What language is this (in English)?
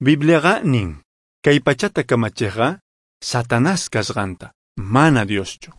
Quechua